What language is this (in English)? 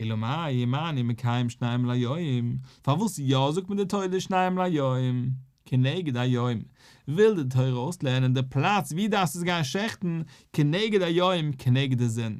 Yiddish